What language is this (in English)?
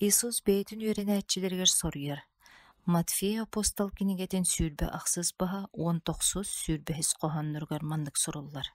Yakut